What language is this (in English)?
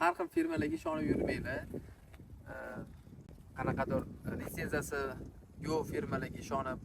Uzbek